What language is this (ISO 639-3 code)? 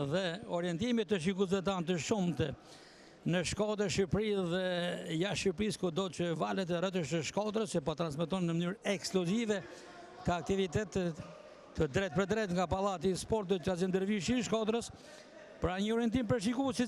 sqi